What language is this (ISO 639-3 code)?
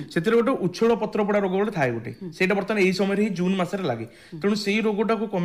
ori